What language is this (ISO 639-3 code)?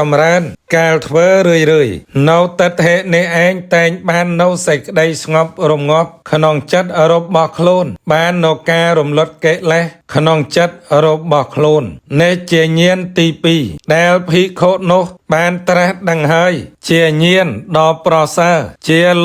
khm